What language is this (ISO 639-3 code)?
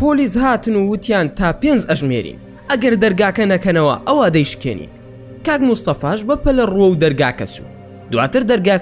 ckb